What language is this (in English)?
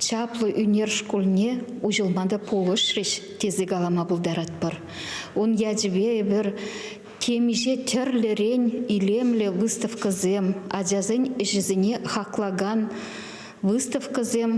Chuvash